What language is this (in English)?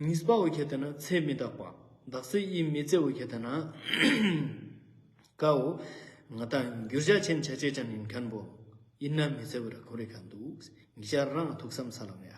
Ladakhi